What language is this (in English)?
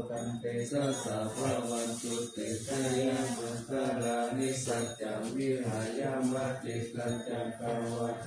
Pali